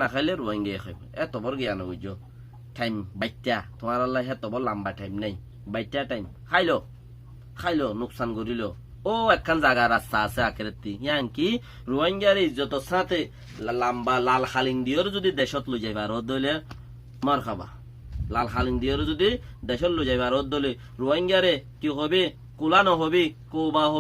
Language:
Rohingya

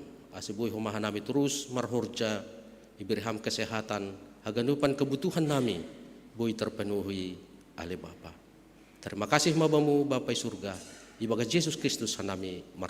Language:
Batak Simalungun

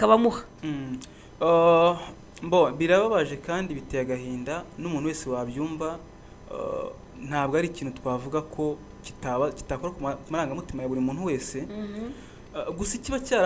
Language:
Kinyarwanda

